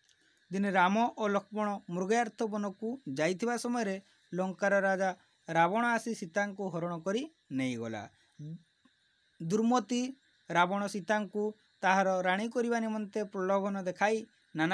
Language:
Odia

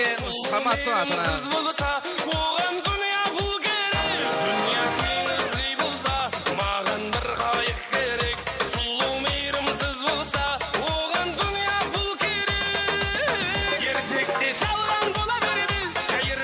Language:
Kara-Kalpak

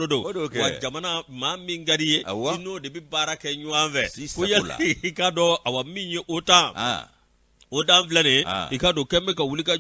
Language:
Bambara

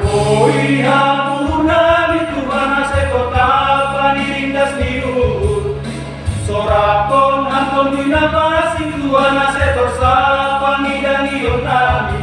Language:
Batak Simalungun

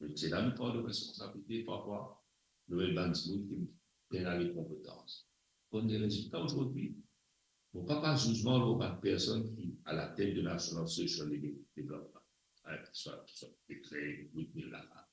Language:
Morisyen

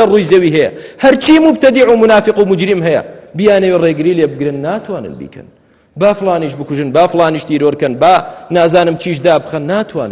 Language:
Central Kurdish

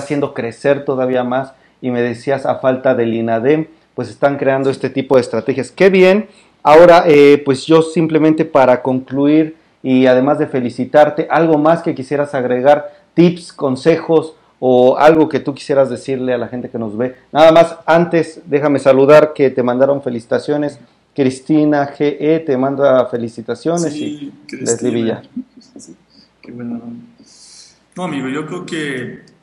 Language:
Spanish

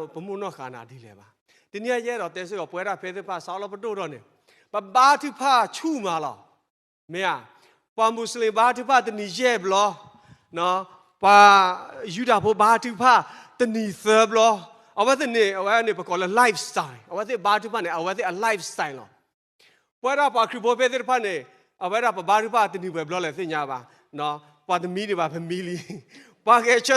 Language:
S'gaw Karen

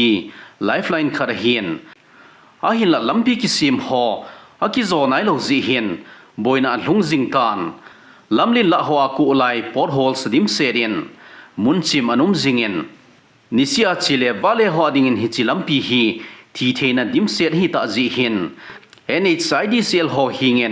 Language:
Thado Chin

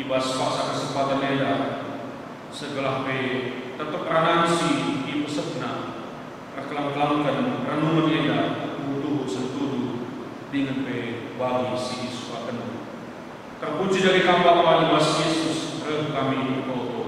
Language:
Batak Karo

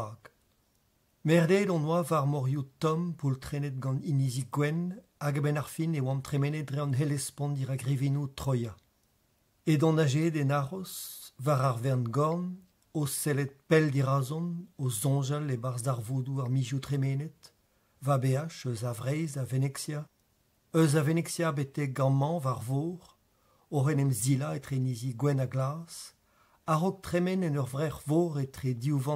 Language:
Breton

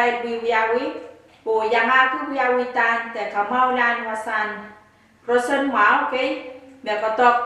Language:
Pohnpeian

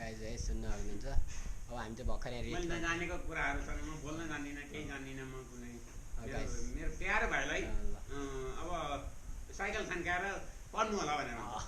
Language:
Nepali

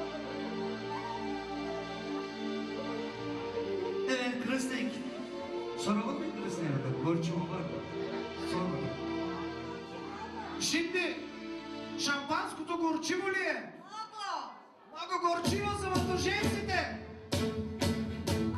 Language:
Turkish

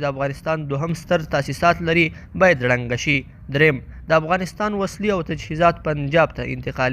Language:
Pashto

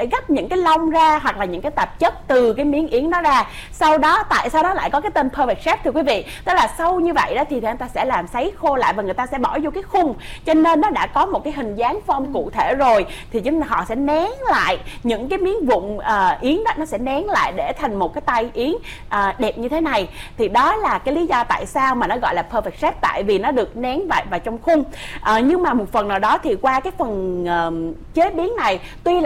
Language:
Vietnamese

